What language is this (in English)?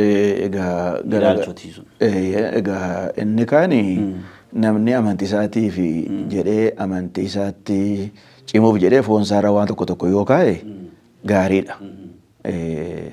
Oromo